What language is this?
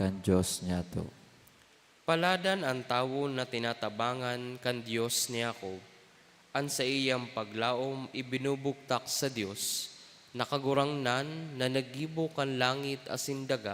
Bikol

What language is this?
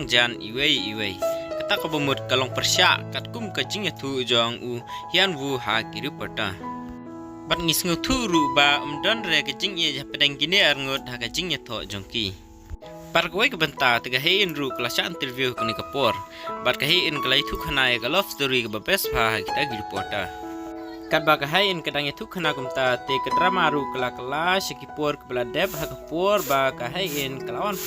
Khasi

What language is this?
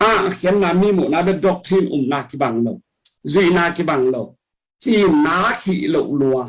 Tedim Chin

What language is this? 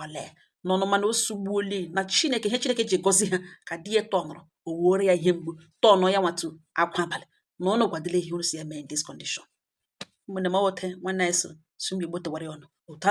Igbo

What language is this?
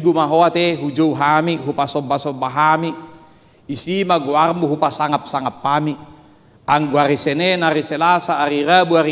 Batak Toba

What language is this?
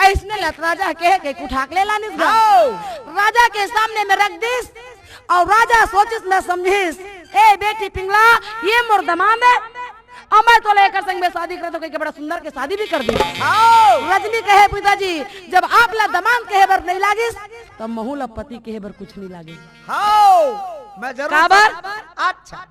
Chhattisgarhi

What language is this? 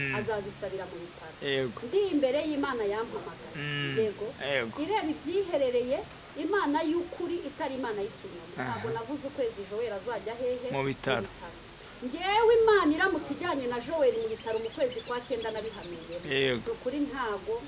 Kinyarwanda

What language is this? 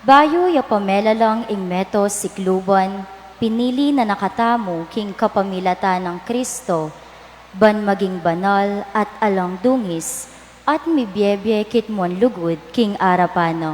Pampanga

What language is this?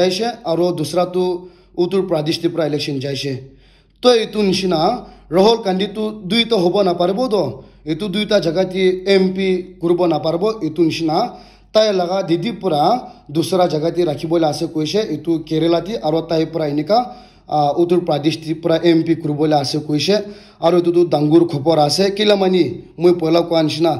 Naga Pidgin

